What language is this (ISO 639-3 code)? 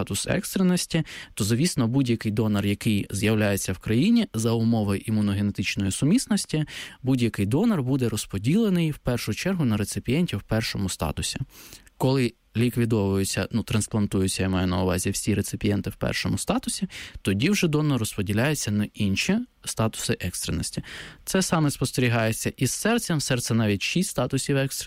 ukr